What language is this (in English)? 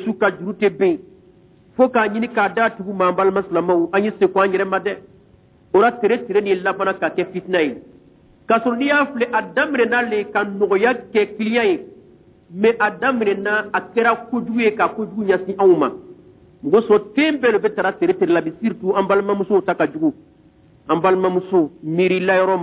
Bambara